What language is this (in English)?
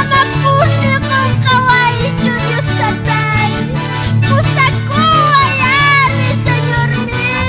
South Bolivian Quechua